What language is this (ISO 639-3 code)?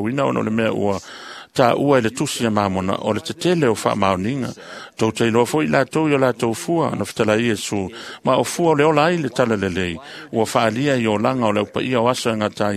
smo